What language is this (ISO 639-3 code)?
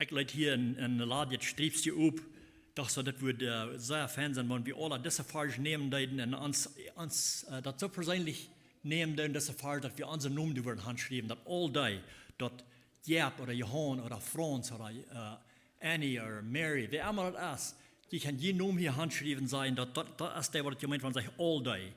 pdt